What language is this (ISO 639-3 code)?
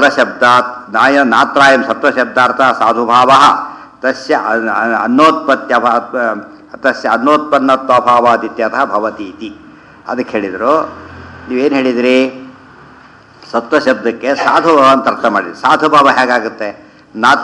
kan